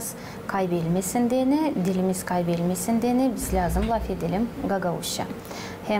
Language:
Gagauz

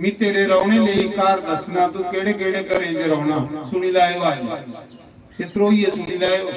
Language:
Dogri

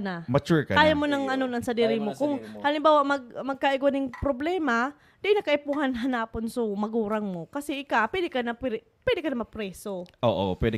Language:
Bikol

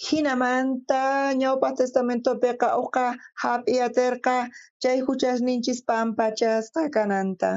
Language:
South Bolivian Quechua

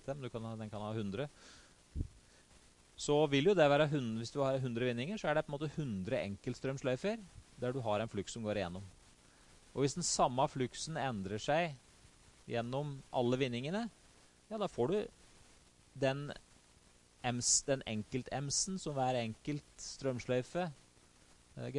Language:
Norwegian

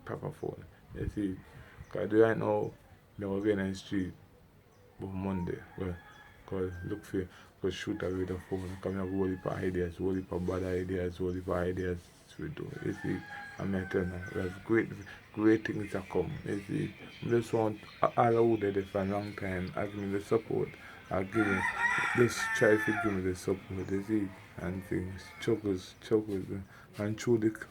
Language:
Jamaican Creole English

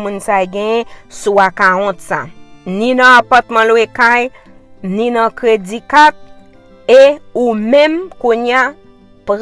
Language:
Haitian Creole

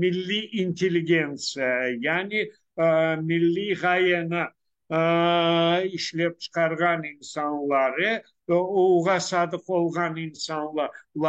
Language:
Crimean Tatar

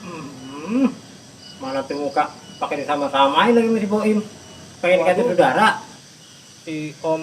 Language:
Betawi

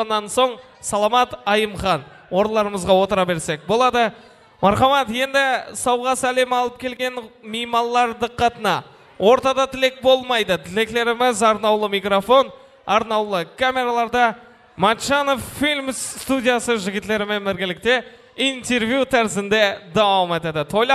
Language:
Kara-Kalpak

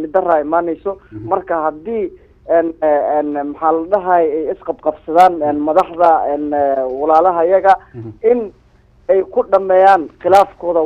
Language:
Somali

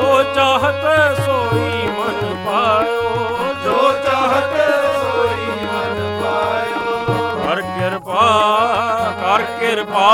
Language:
Punjabi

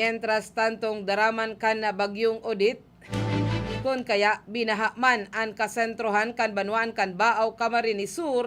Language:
Bikol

